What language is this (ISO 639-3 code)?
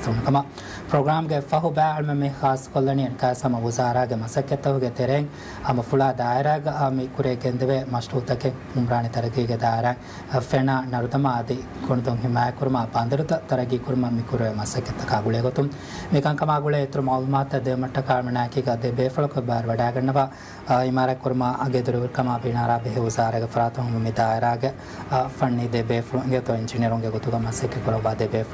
div